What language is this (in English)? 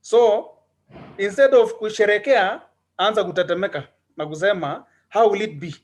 Kalenjin